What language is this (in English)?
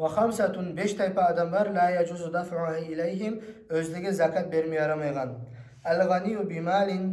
Kumyk